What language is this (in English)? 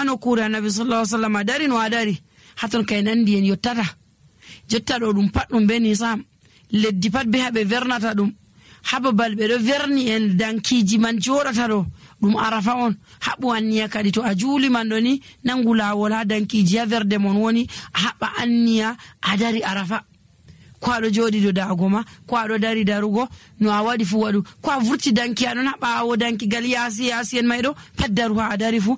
Nigerian Fulfulde